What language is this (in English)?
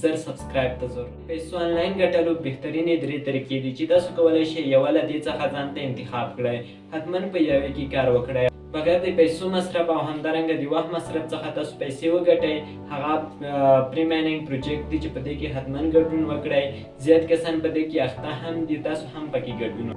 Pashto